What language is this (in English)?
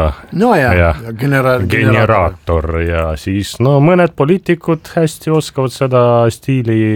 Estonian